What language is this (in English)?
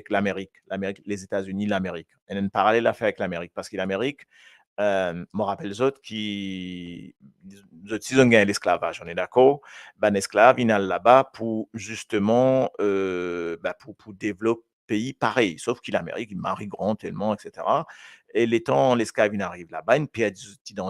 Morisyen